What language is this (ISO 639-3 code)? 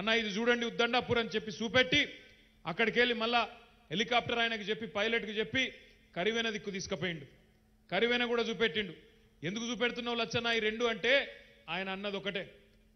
tel